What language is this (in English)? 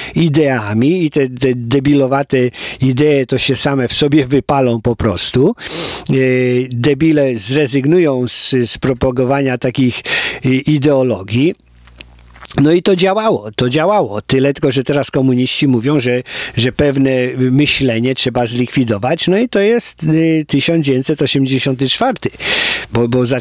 Polish